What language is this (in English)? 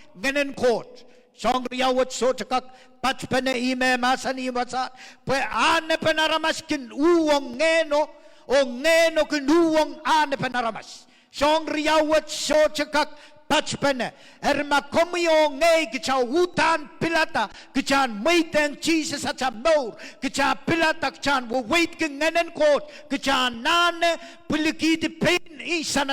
Pohnpeian